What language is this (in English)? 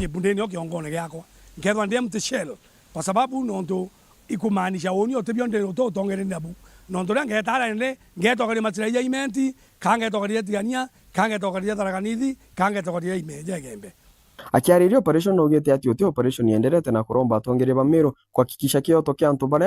Meru